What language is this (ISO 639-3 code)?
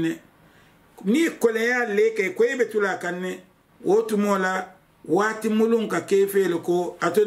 man